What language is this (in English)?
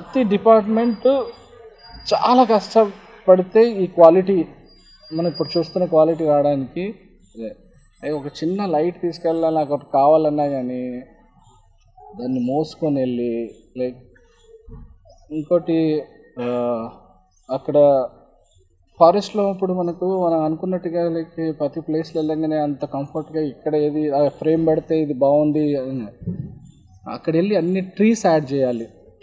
Telugu